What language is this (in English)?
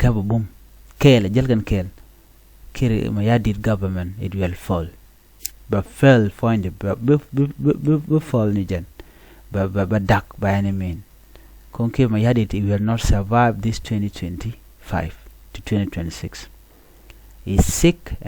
Nuer